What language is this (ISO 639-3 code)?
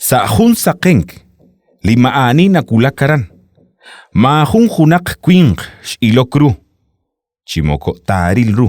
kek